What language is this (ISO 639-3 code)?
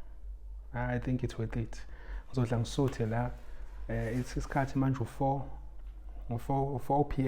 zul